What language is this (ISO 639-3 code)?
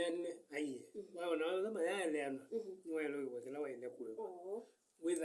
kam